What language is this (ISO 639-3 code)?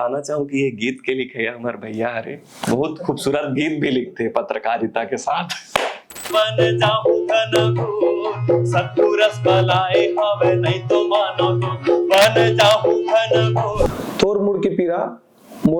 hne